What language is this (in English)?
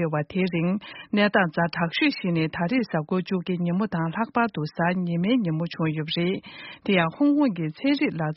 Tibetan